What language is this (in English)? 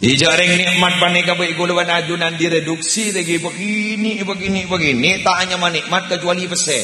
Madurese